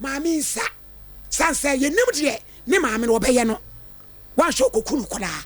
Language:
Akan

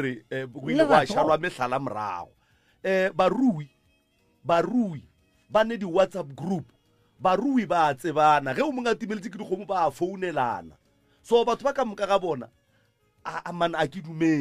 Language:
Northern Sotho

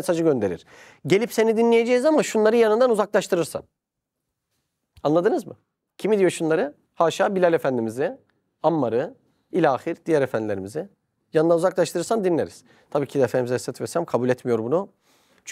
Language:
Turkish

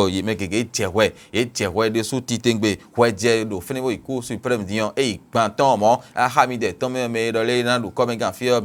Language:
Fon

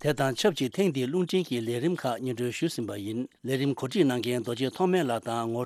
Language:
Tibetan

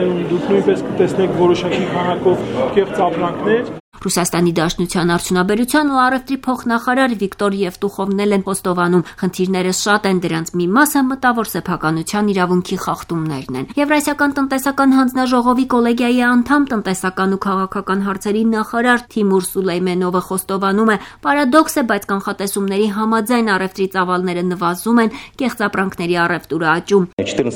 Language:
Armenian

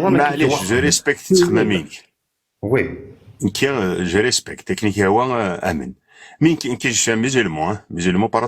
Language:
Kabyle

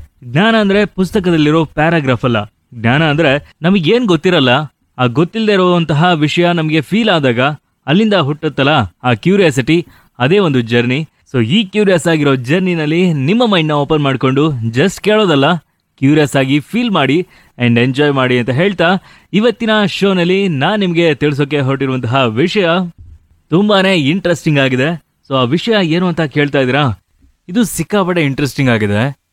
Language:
Kannada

